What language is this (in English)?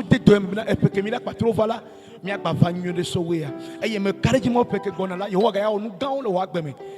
Ewe